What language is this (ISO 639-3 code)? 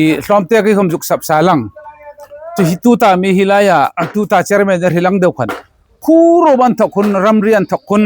hmr